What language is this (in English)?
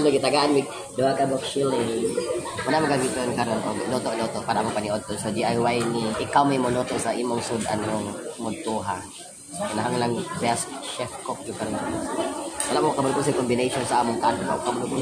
Cebuano